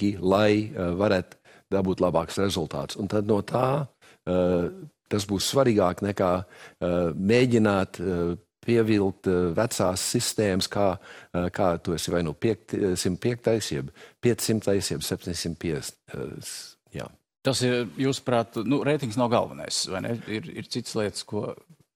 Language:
Latvian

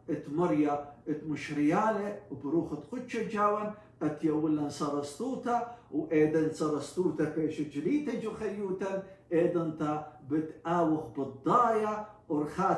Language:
Assyrian Neo-Aramaic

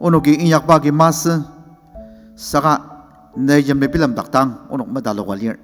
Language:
Ao Naga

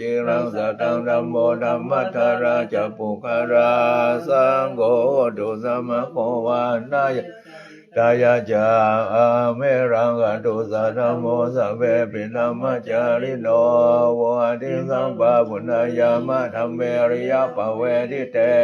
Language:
Pali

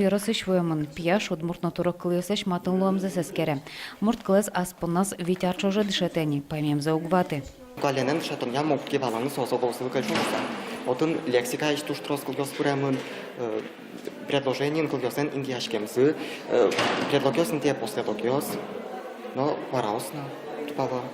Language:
Udmurt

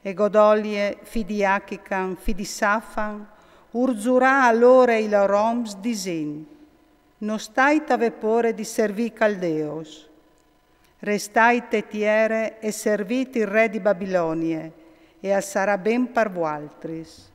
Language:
Friulian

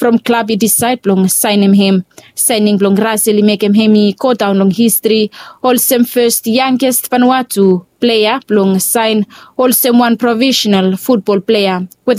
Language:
Bislama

